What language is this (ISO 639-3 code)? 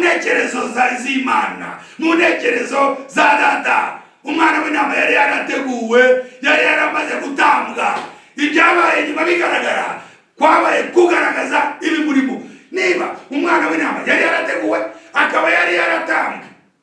kin